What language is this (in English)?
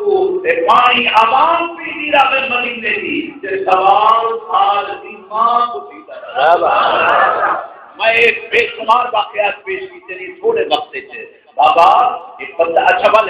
Saraiki